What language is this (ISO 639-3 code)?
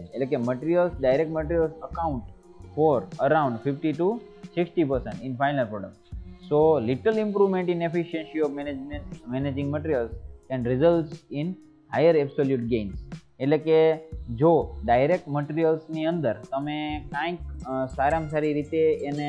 guj